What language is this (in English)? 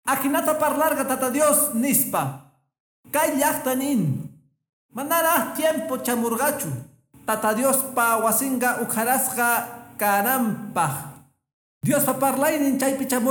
Quechua